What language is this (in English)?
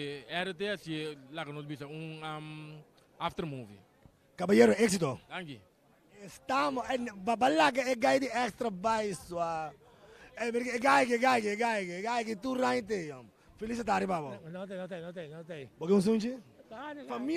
Papiamento